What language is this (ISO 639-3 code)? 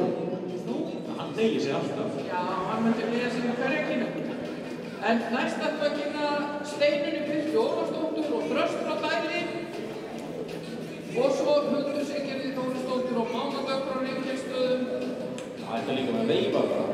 isl